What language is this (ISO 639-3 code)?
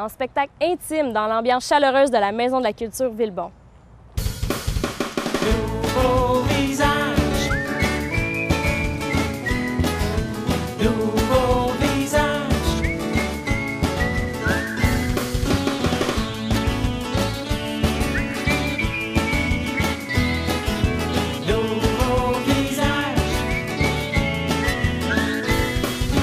fra